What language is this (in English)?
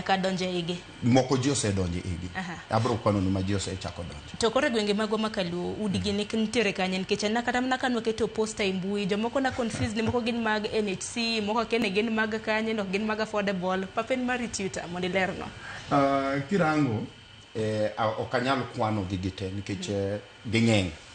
Luo (Kenya and Tanzania)